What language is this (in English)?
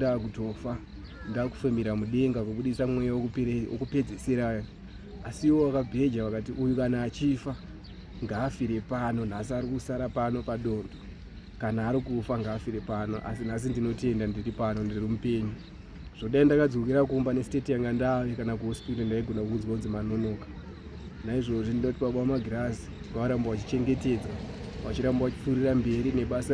Shona